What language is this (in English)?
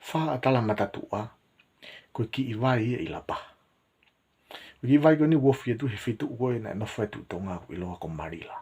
Tongan